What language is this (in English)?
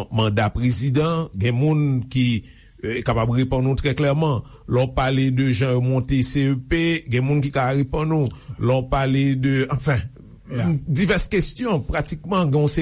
Haitian Creole